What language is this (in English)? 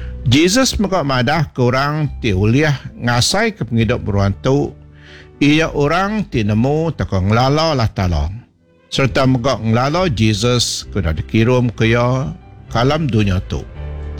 Iban